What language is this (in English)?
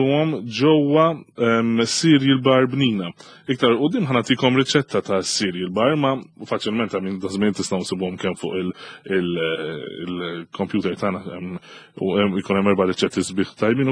Maltese